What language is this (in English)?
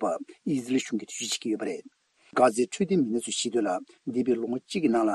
Tibetan